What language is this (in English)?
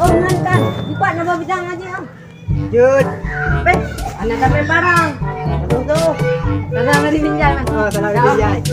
Achinese